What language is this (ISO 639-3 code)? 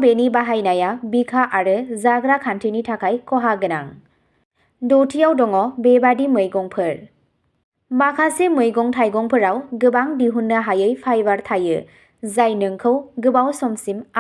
brx